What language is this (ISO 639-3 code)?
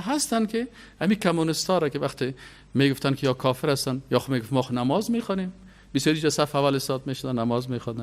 fas